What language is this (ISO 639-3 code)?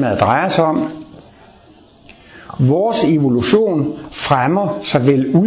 dan